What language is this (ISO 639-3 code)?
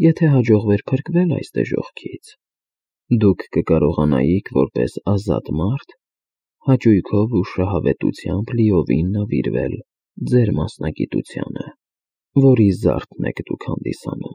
hye